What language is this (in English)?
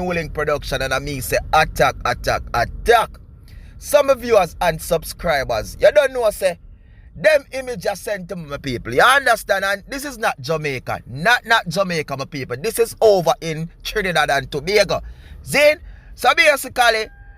Jamaican Creole English